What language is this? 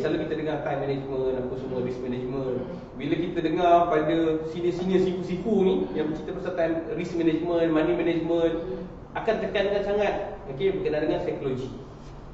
Malay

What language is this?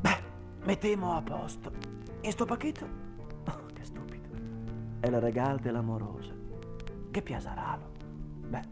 Venetian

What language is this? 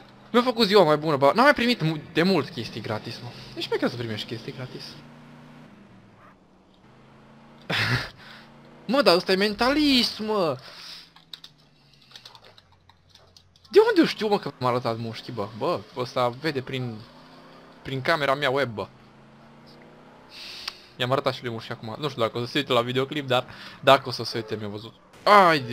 Romanian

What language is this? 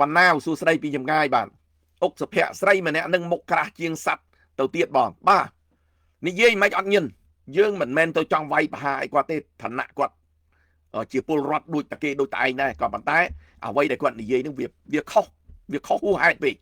Khmer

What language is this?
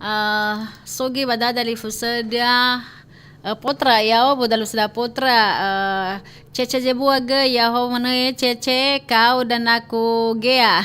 Nias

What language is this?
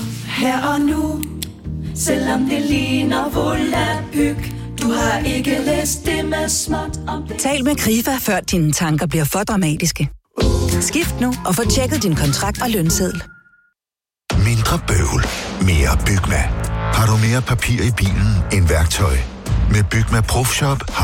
Danish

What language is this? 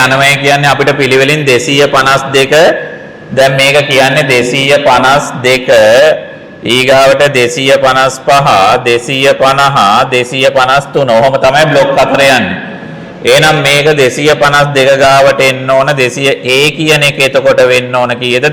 Sinhala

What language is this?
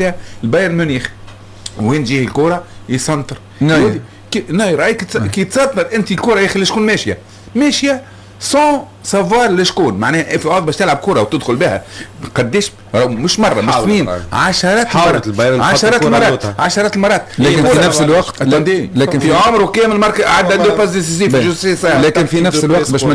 Tunisian Arabic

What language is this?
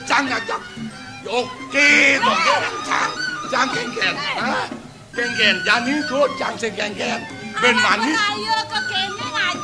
Balinese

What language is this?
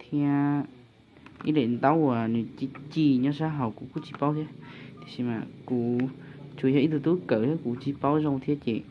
Hmong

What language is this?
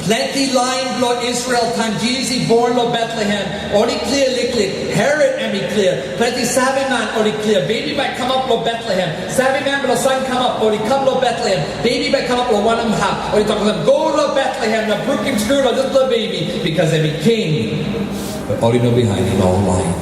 Tok Pisin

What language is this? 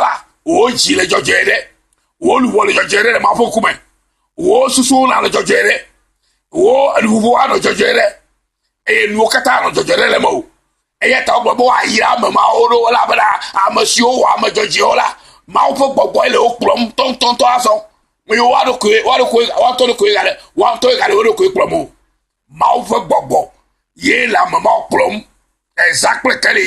Ewe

